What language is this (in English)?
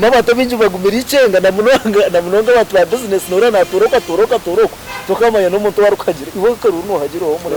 Nyankole